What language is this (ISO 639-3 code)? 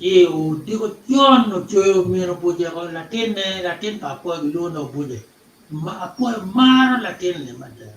ach